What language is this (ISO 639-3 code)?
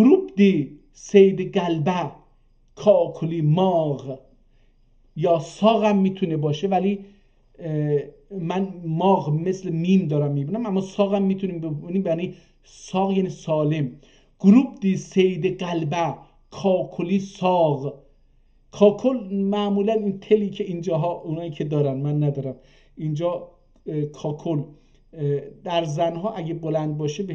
azb